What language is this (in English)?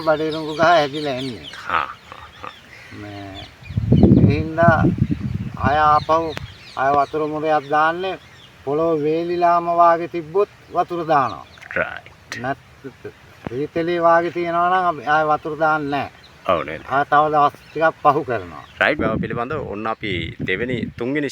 Sinhala